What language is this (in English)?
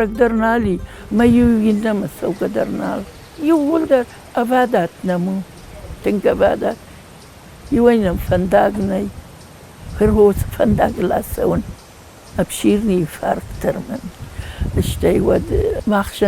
Ossetic